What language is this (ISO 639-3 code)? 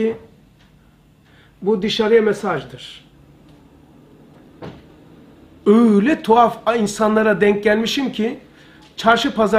tur